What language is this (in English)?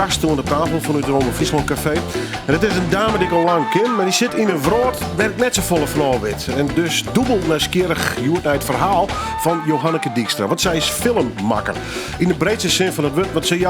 Western Frisian